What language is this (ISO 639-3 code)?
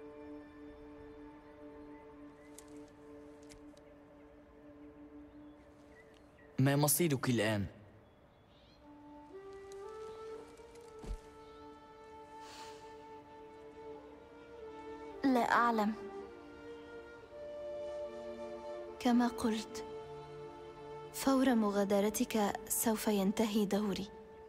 ara